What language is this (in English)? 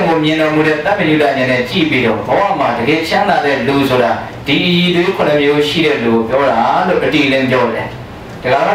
Burmese